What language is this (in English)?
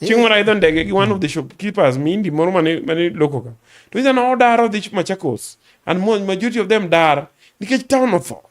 Luo (Kenya and Tanzania)